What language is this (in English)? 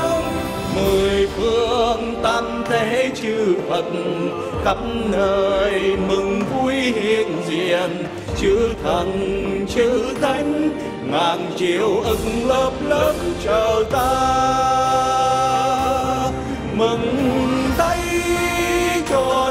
Vietnamese